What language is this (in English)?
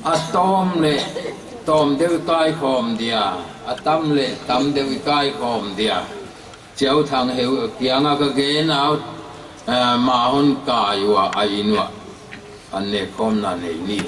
Paite Chin